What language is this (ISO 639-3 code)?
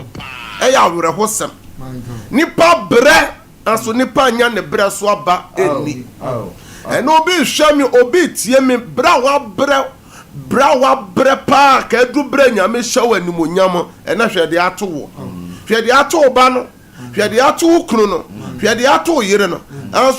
aka